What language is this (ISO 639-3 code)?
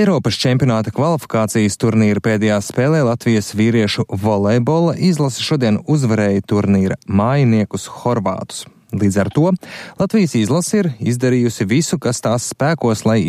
lav